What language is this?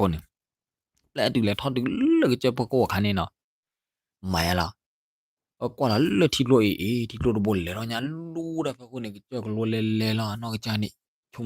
S'gaw Karen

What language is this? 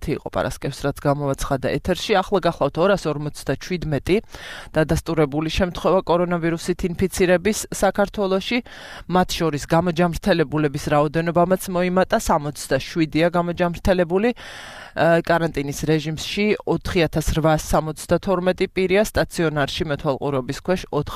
Georgian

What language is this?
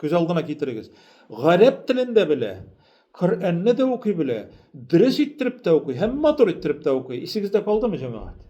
Tatar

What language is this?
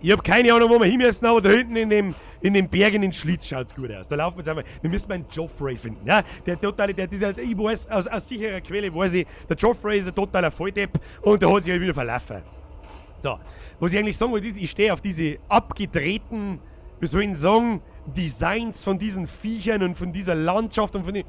Bavarian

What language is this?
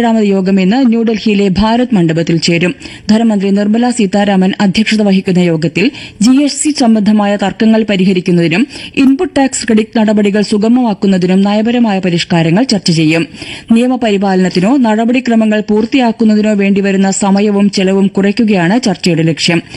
Malayalam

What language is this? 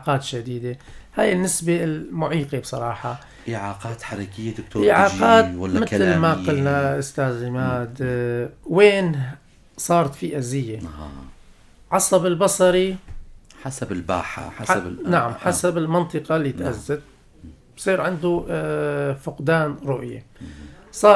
North Levantine Arabic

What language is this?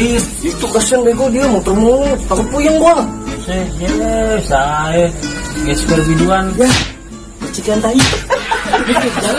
Betawi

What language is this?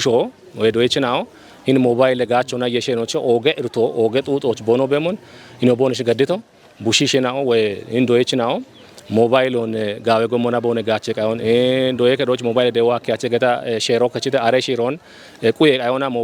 Kafa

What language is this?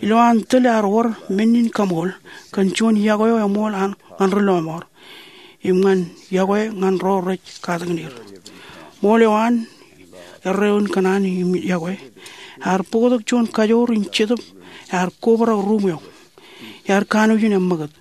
Marshallese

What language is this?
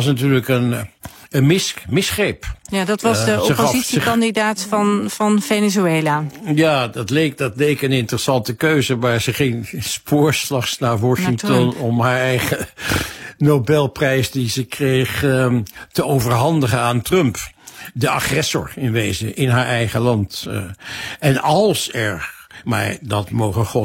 Dutch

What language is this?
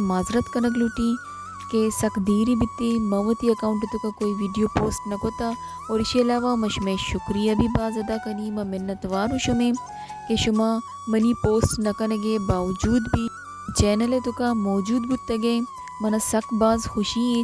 Baluchi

